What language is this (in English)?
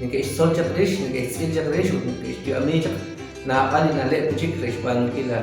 Kekchí